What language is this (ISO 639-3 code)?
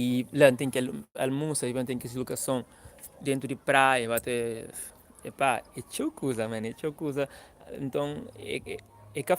kea